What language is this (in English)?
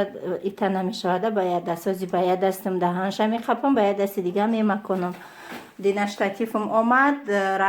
Tajik